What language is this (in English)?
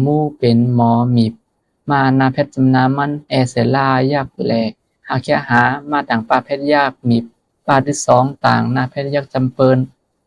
Shan